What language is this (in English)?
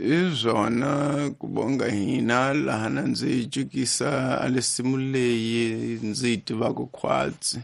Tsonga